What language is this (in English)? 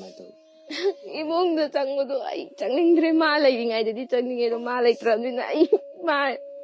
Manipuri